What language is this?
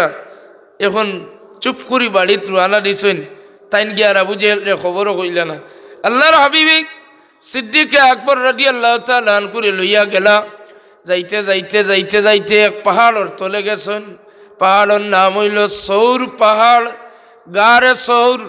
Sylheti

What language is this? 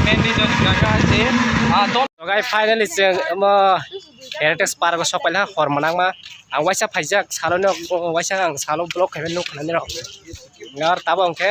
Kok Borok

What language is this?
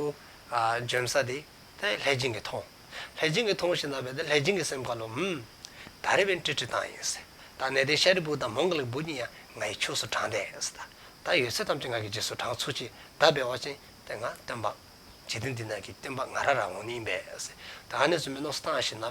Dzongkha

